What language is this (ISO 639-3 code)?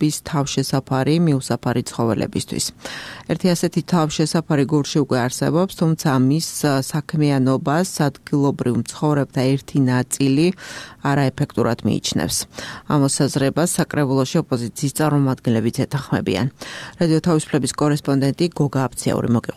kat